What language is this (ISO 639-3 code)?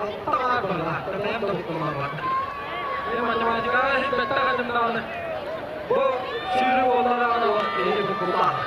sah